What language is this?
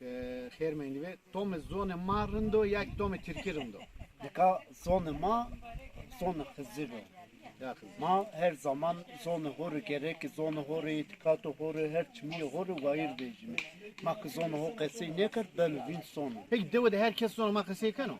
Zaza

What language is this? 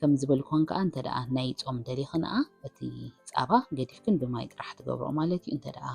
Tigrinya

